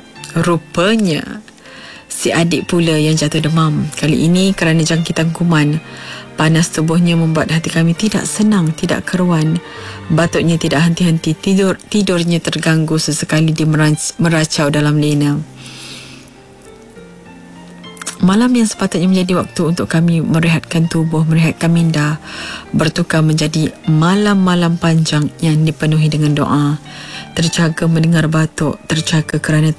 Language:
Malay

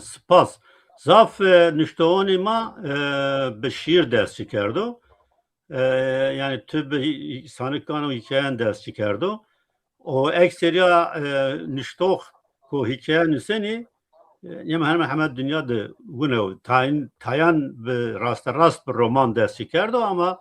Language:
Zaza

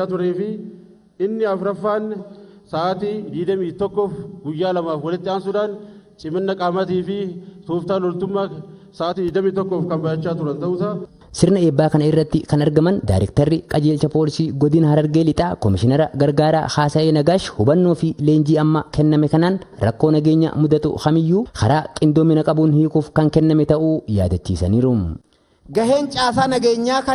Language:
Oromo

